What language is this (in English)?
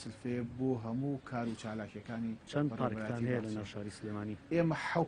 Central Kurdish